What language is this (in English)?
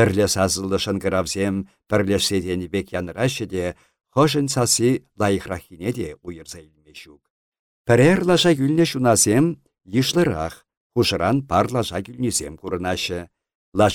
Chuvash